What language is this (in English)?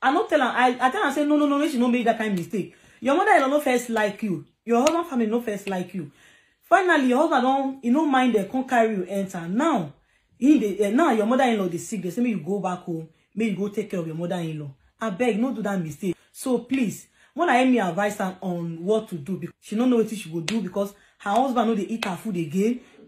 Nigerian Pidgin